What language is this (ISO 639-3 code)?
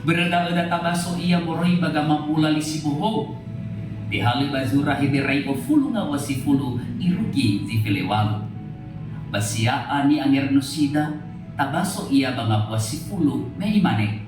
nia